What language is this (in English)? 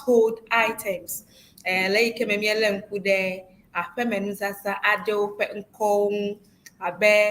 Ewe